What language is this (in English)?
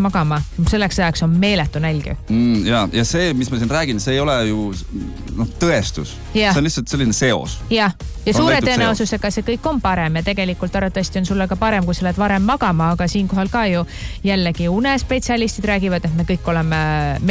Estonian